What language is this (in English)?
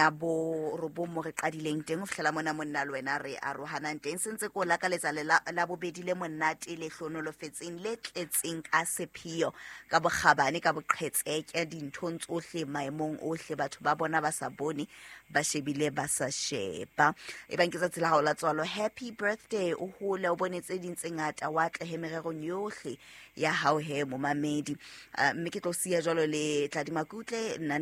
Southern Sotho